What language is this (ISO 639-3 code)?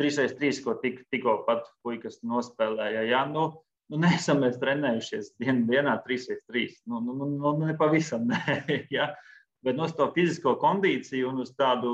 lav